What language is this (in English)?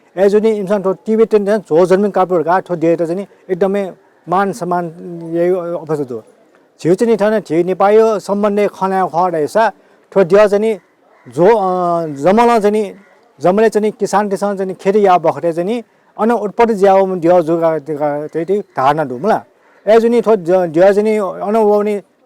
Newari